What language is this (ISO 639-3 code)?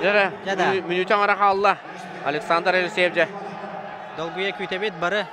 sah